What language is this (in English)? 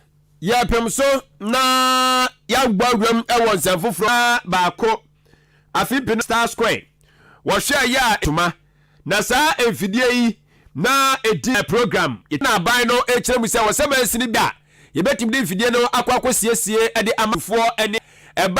Akan